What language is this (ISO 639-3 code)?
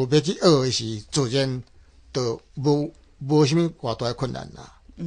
nan